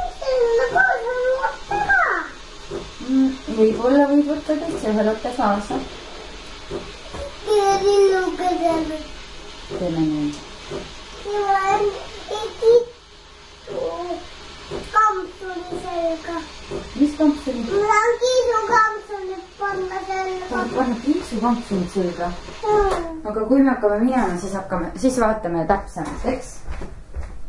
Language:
Estonian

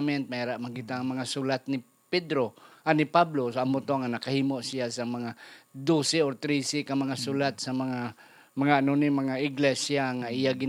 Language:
Hiligaynon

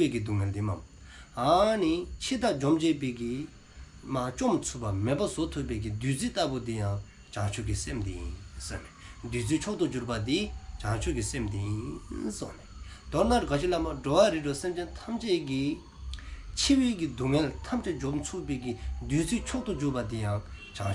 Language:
Dzongkha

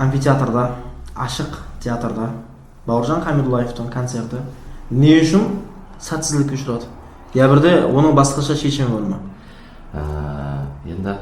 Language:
Kara-Kalpak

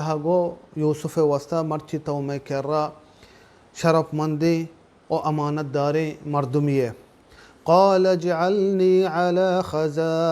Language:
Baluchi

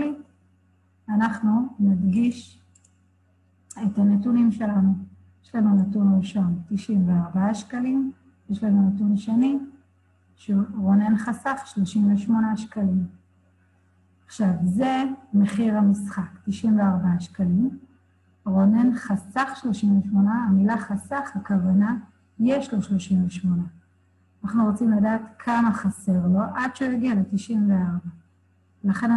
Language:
Hebrew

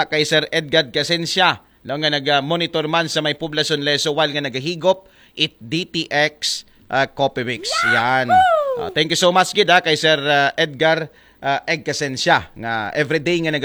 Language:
Aklanon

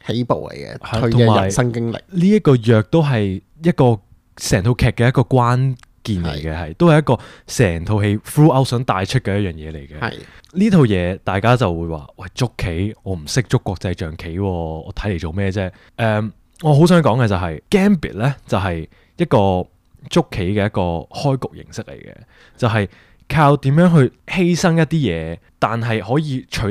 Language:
Cantonese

